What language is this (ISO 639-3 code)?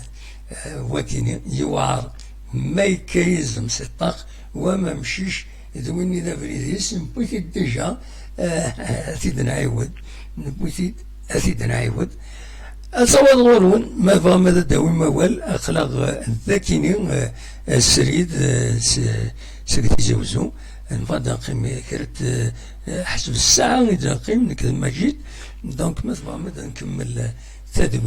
kab